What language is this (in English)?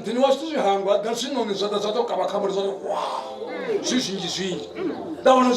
Venda